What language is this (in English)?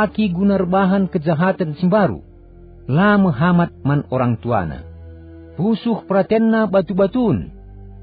Batak Karo